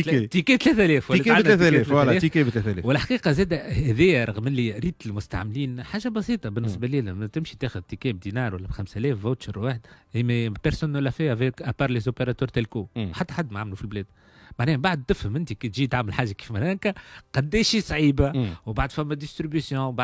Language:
Tunisian Arabic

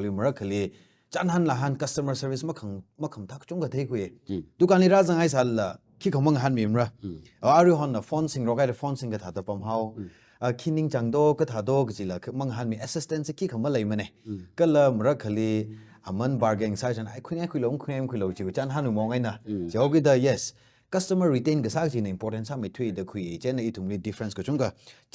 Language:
Tangkhul Naga (India)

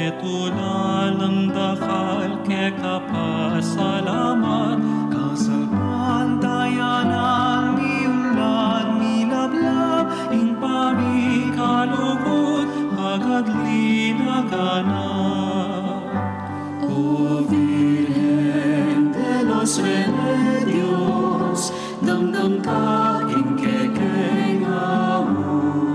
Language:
Pampanga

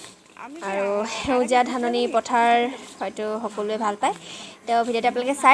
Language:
Assamese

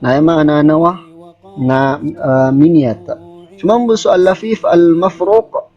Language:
Maranao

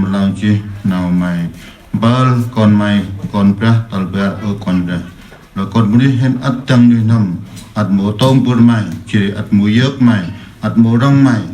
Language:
Central Mnong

